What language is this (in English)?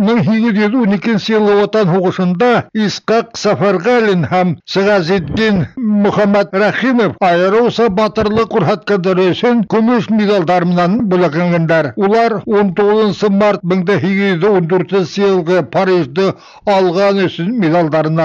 Bashkir